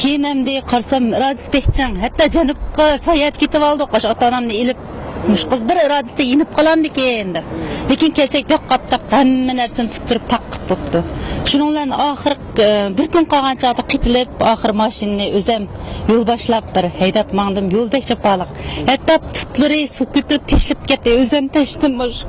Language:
Uyghur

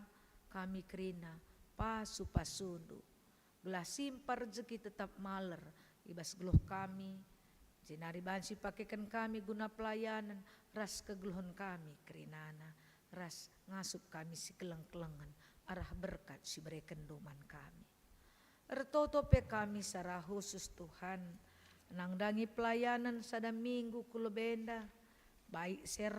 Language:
Batak Karo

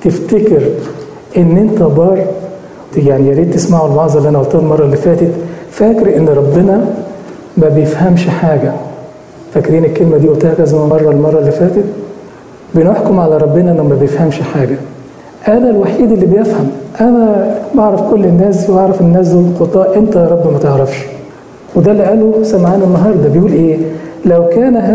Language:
Egyptian Arabic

